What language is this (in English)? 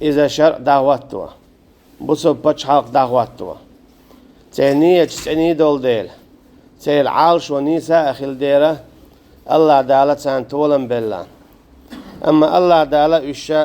Chechen